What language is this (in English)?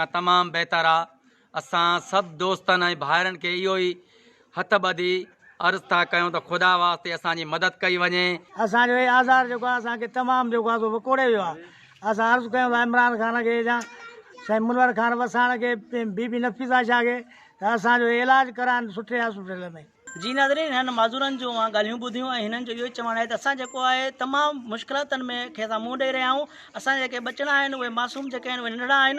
Sindhi